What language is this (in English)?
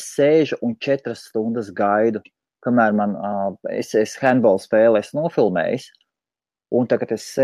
Latvian